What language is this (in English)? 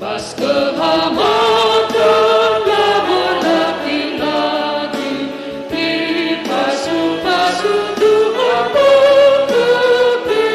Batak Karo